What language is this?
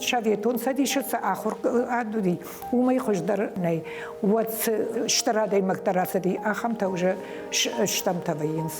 Ossetic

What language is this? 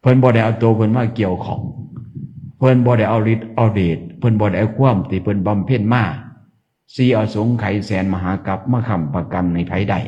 Northeastern Thai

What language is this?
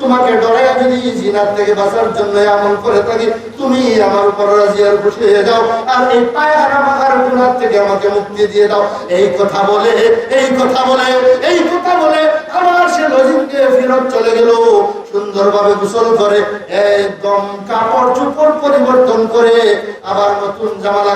Sylheti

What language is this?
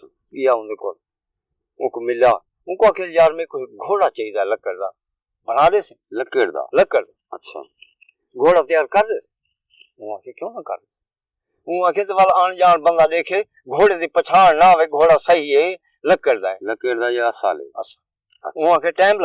Saraiki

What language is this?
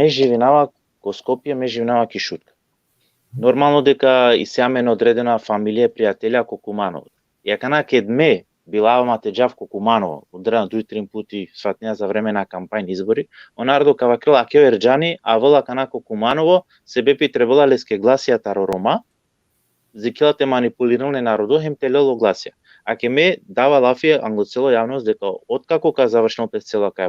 Balkan Romani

